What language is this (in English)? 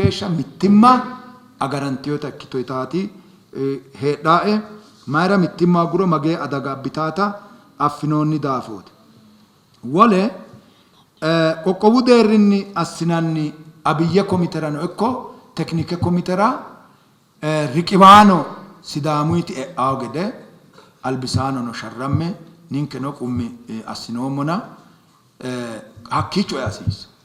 Sidamo